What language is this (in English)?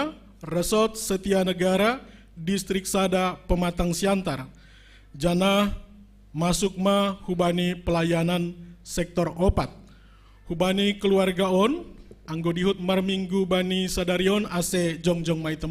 Batak Simalungun